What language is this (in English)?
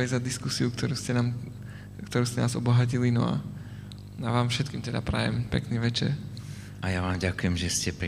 Slovak